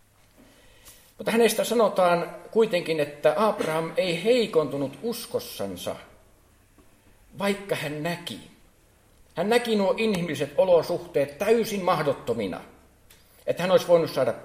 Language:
Finnish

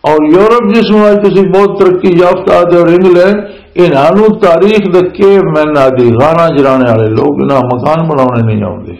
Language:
Western Panjabi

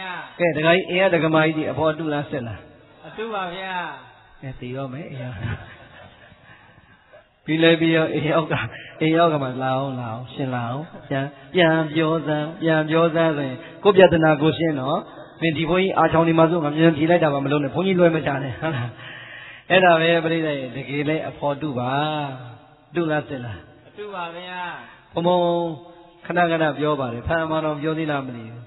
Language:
Burmese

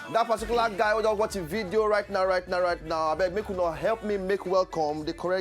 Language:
Nigerian Pidgin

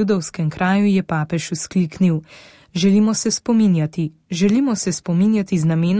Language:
Slovenian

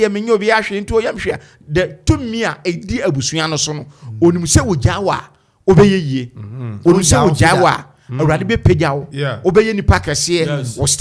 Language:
Akan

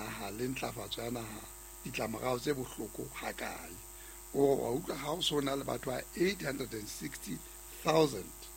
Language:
Southern Sotho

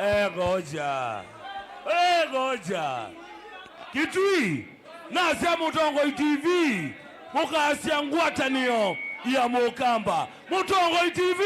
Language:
Kamba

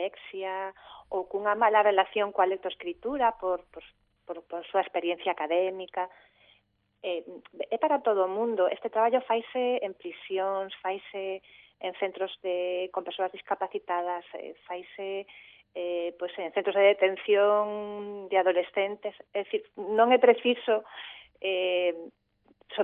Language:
Galician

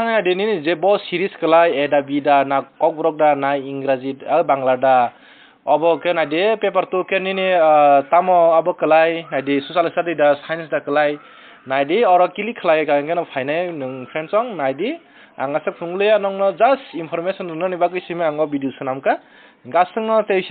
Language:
Kok Borok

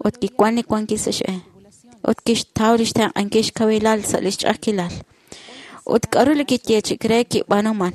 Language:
Kekchí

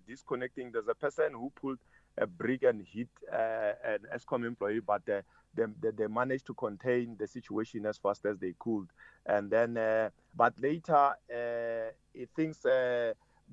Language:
English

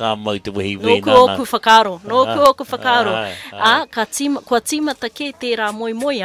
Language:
Māori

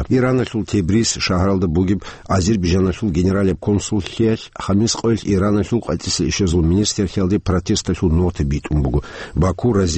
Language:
Avaric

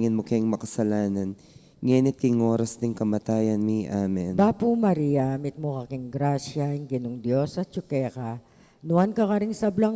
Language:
Pampanga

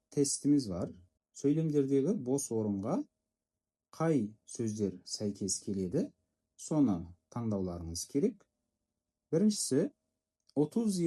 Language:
Kazakh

